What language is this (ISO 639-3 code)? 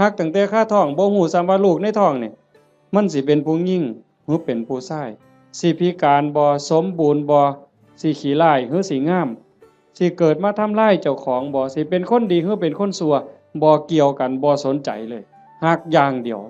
tts